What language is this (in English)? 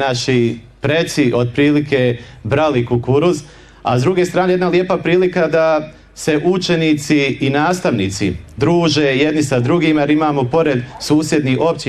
Bosnian